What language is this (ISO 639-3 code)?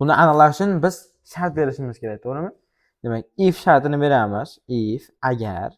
uzb